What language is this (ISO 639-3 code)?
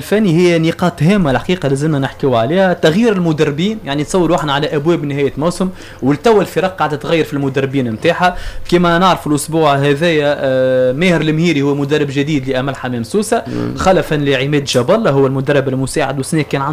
aeb